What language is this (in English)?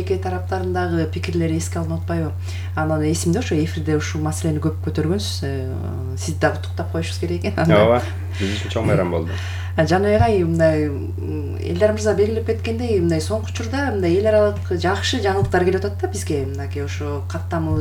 Kyrgyz